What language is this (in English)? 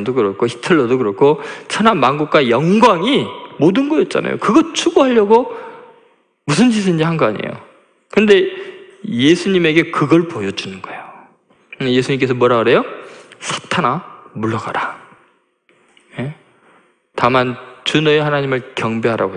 Korean